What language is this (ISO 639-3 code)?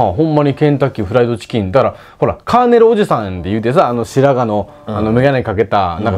jpn